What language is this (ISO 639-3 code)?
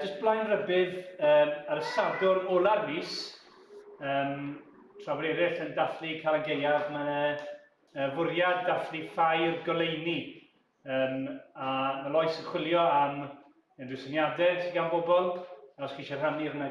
cym